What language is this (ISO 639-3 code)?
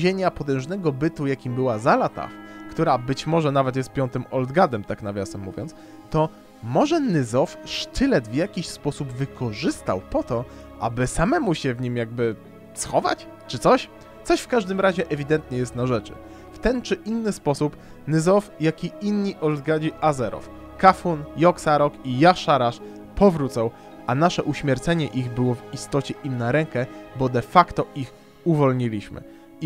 pol